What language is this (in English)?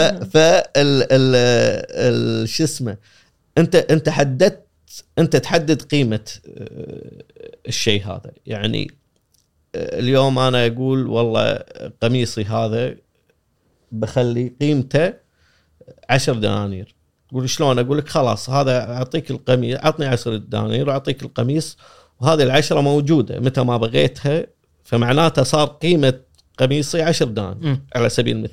Gulf Arabic